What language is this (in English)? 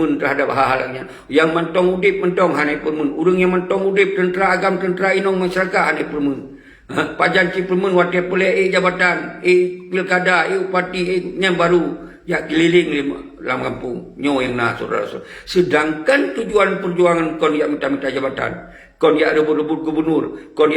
Achinese